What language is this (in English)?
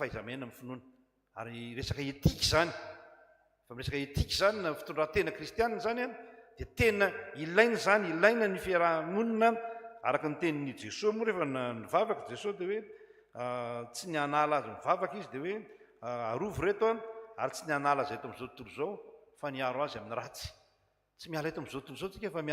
Malagasy